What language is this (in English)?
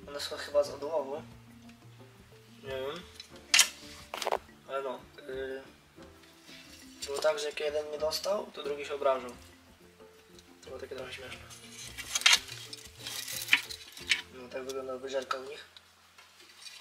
Polish